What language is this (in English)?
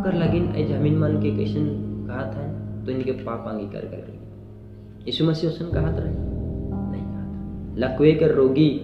Sadri